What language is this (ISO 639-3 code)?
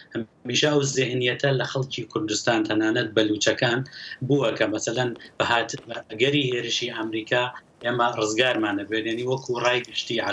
ckb